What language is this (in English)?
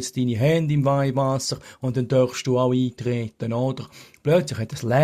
Swiss German